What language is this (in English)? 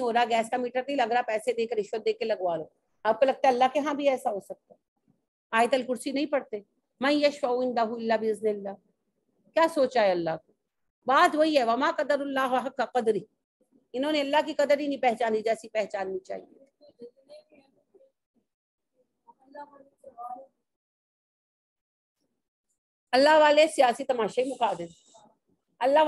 Urdu